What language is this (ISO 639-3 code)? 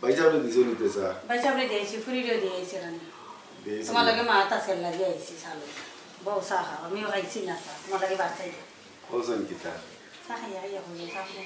syl